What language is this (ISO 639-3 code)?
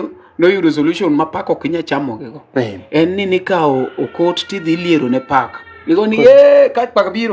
luo